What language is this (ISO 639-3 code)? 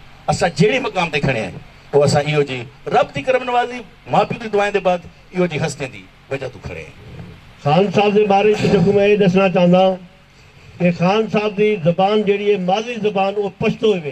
skr